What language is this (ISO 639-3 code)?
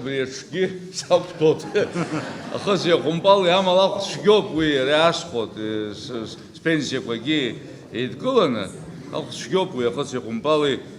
abk